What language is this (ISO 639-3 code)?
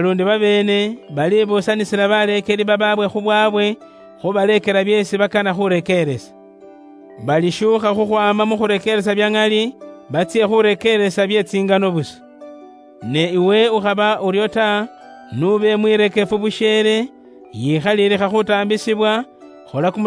luy